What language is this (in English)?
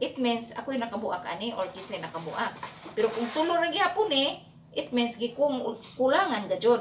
Cebuano